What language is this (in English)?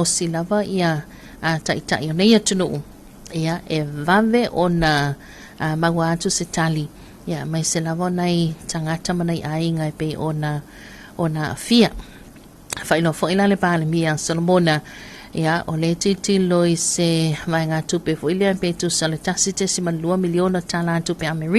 Samoan